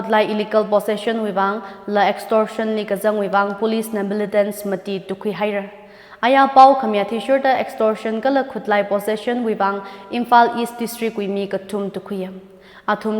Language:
Tangkhul Naga (India)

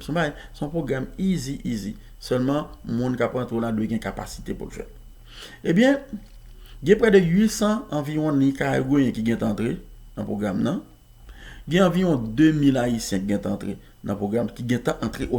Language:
Haitian Creole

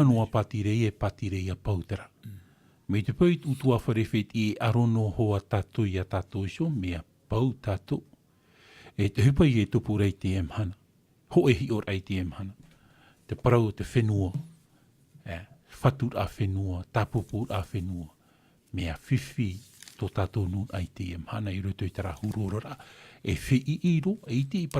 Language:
Tahitian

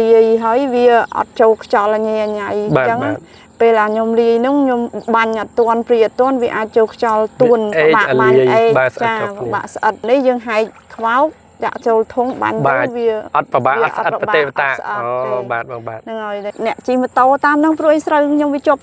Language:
Khmer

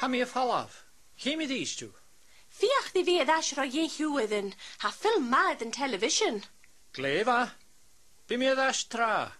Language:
Scottish Gaelic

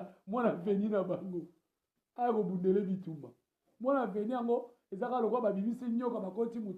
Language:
Lingala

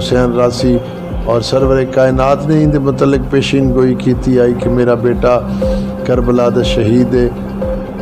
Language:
Saraiki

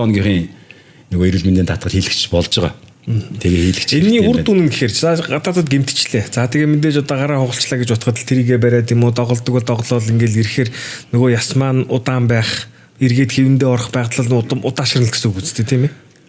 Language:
Mongolian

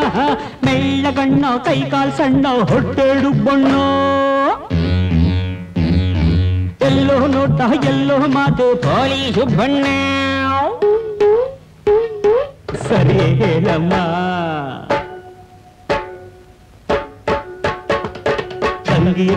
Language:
Kannada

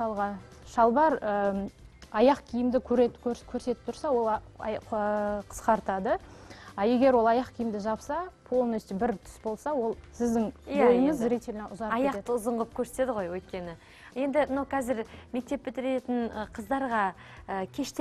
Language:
Kazakh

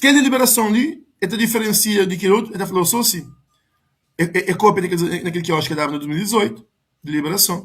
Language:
Kabuverdianu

